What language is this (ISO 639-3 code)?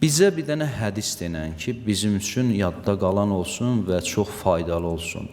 aze